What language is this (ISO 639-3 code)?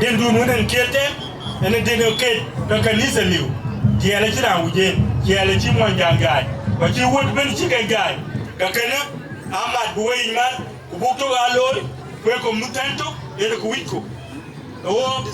din